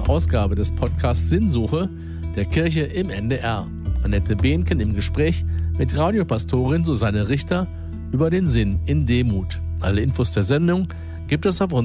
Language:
German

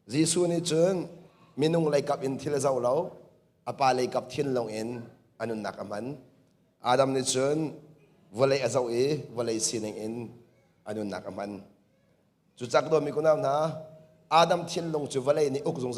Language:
Hakha Chin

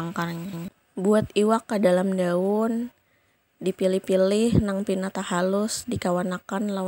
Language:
Banjar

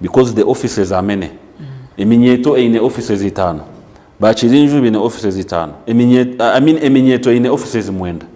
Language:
Nyankole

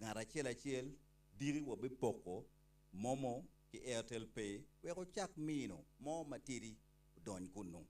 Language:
Acoli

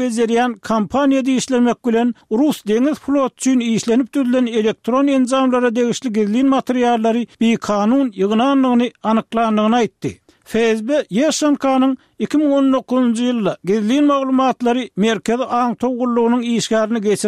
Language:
Turkmen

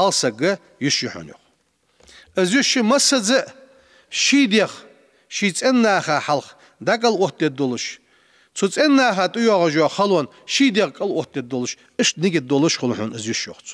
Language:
Ingush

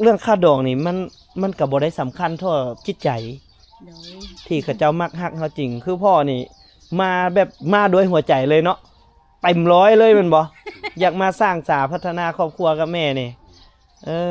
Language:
Lao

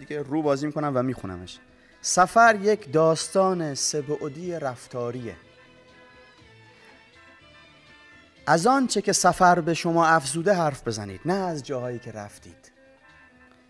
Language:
Persian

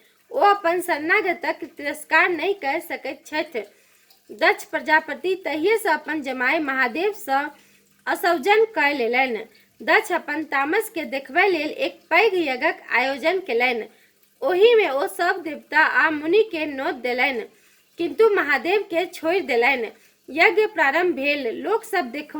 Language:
Maithili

